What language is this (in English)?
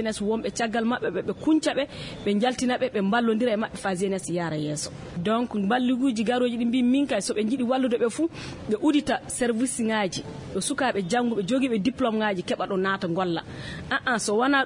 Fula